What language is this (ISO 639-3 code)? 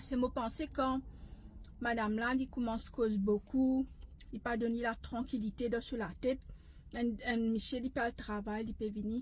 mfe